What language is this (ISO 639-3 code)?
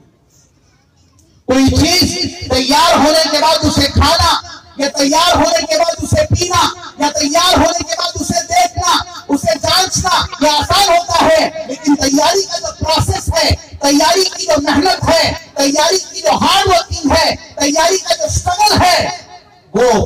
urd